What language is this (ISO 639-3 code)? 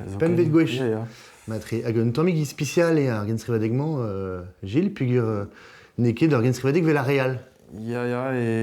bre